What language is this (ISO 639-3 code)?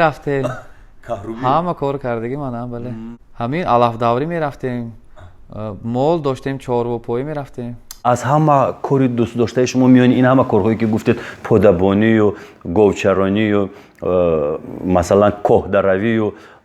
tgk